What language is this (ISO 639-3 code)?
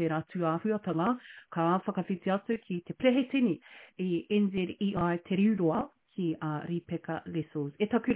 mri